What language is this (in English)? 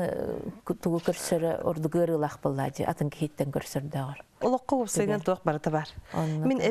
Yakut